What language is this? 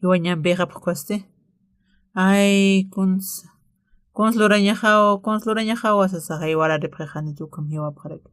Aymara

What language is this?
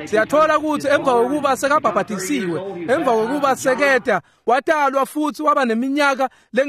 Swati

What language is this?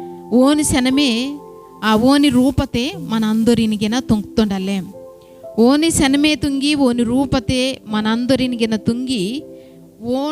Koya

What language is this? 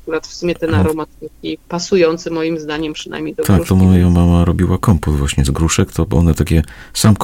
Polish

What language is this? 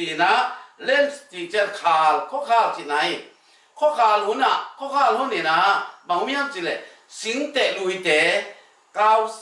Tedim Chin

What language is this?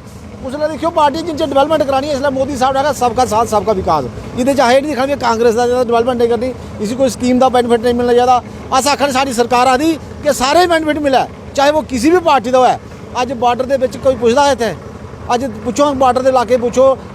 Dogri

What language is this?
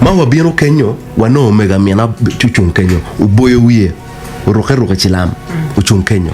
Acoli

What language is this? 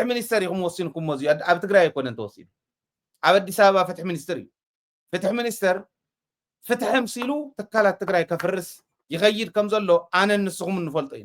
Tigrinya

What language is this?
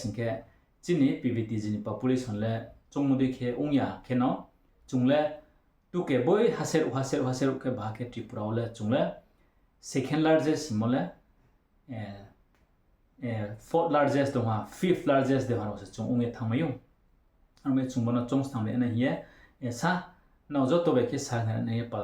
Riang (India)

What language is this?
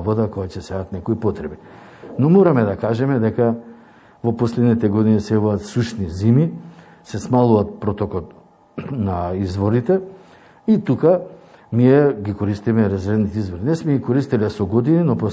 Macedonian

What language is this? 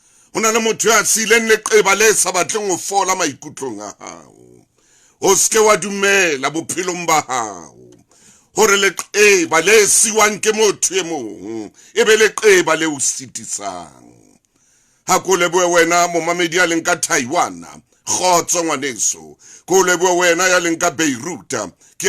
Southern Sotho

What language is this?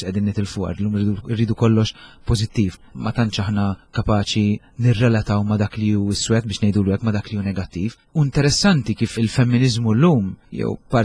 Maltese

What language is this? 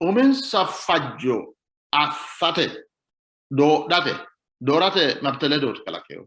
Sidamo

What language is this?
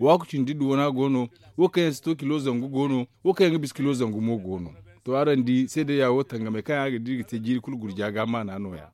Zarma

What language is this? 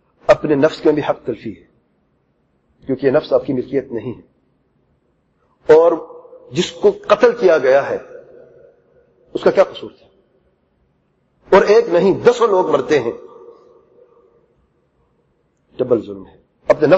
Urdu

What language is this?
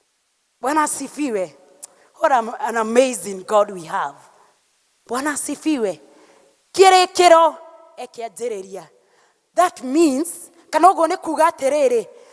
Kikuyu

